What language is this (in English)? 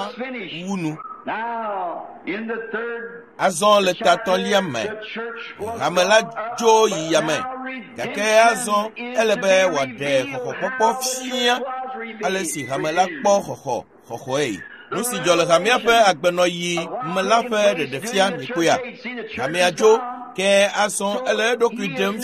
Ewe